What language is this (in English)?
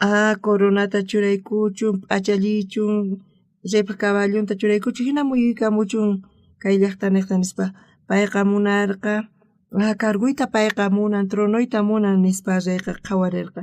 South Bolivian Quechua